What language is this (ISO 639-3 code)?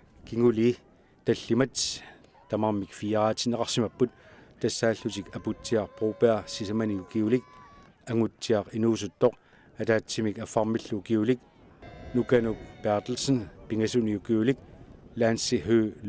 kal